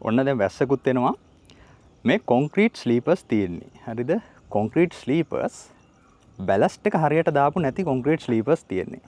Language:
Sinhala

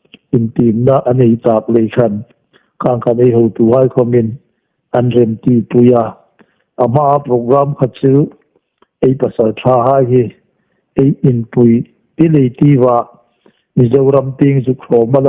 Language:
Hmar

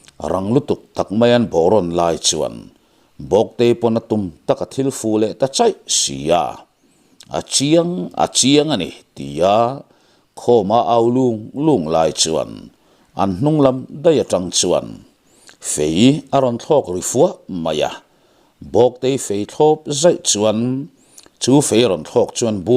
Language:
Mizo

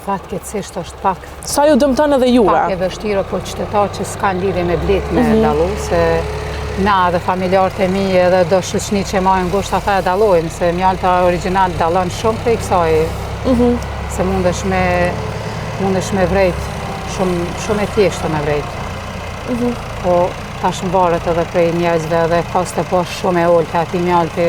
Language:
Albanian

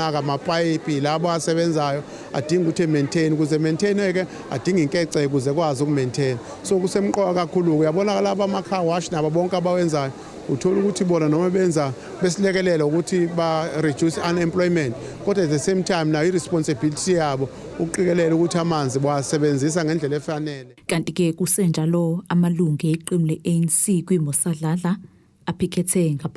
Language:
Zulu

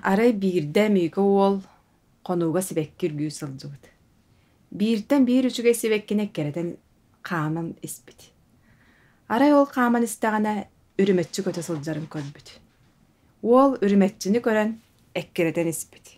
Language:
Yakut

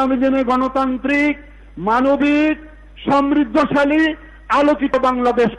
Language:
Bangla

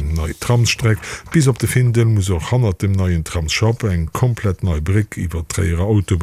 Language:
Luxembourgish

